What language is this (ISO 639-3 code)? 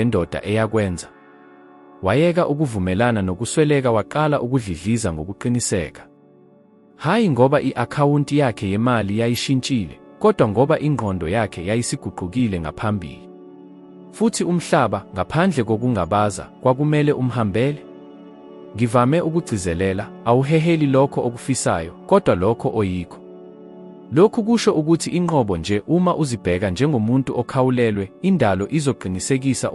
zul